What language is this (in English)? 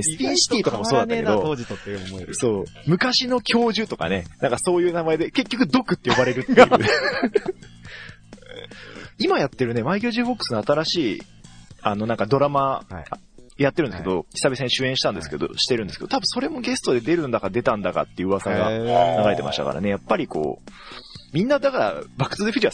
Japanese